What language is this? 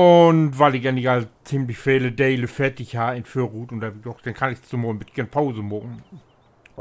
Low German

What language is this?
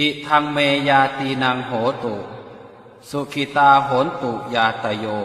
Pali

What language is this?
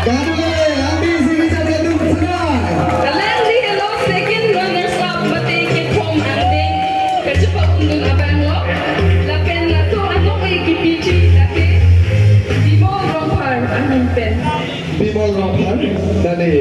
Karbi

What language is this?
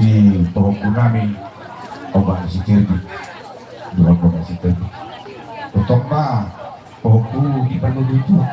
Batak Toba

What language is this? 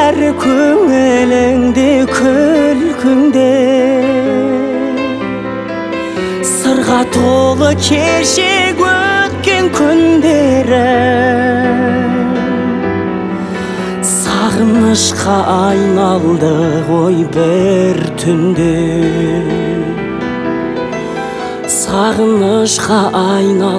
Kazakh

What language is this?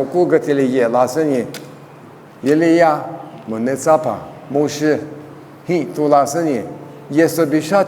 Lisu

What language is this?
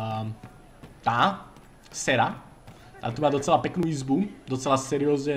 Slovak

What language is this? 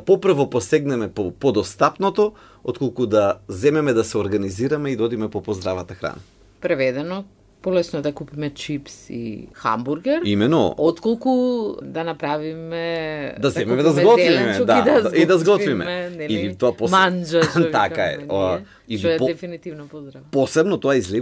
Macedonian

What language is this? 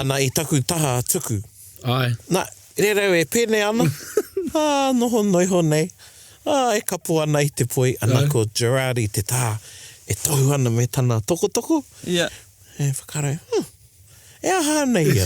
Māori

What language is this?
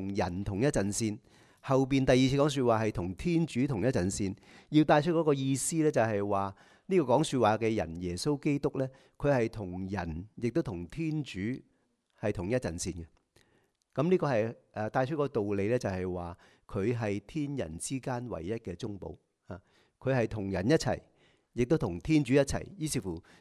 Cantonese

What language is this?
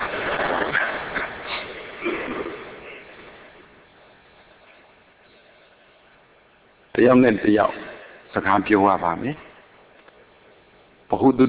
Burmese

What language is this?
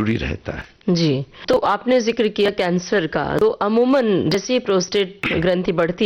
Hindi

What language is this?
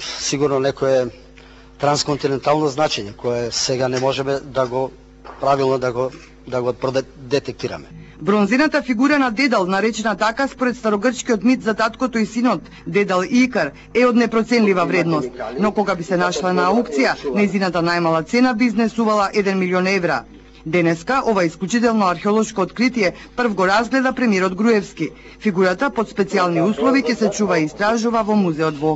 Macedonian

